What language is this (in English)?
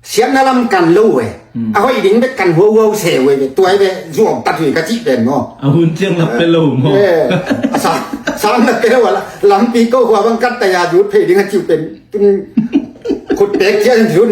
Tedim Chin